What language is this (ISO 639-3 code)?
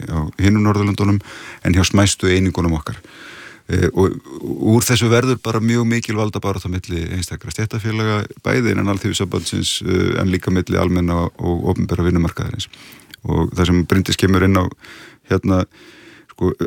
isl